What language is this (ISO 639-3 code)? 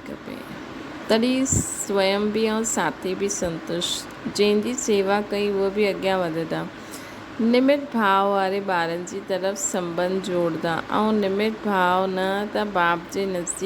snd